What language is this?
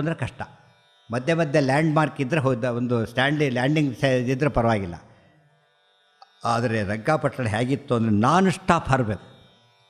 Kannada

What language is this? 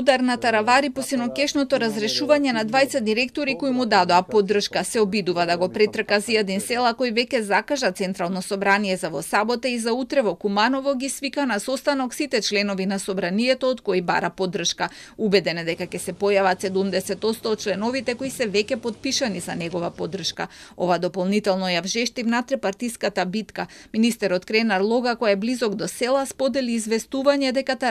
Macedonian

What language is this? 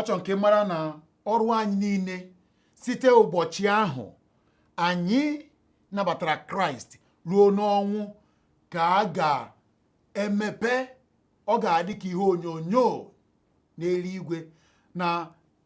Igbo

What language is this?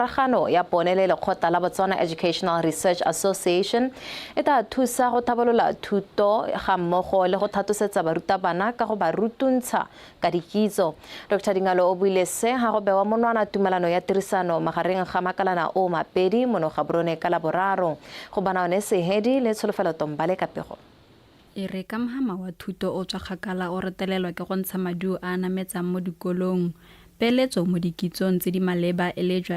Tswana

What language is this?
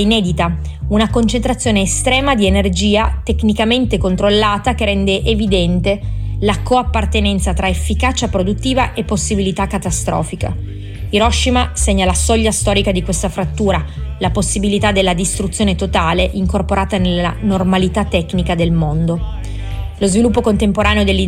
Italian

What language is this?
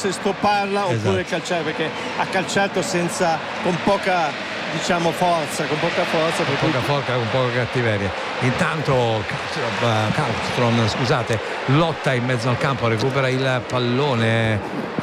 Italian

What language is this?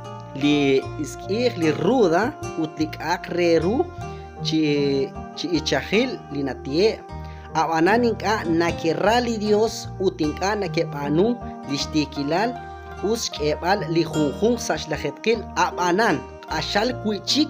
Kekchí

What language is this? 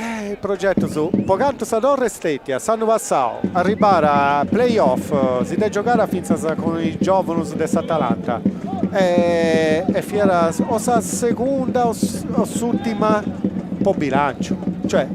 Sardinian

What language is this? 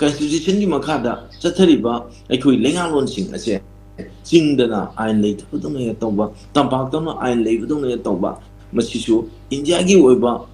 Manipuri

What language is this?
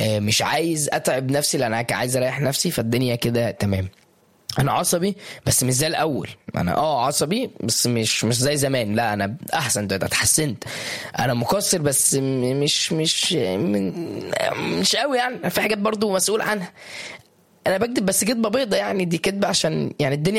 Egyptian Arabic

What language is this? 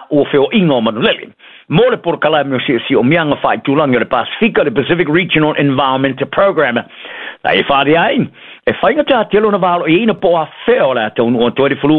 Samoan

